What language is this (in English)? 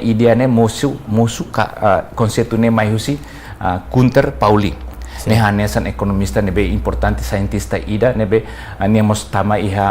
Tetum